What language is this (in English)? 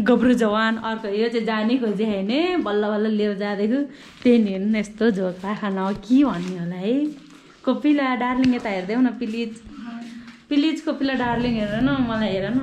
Nepali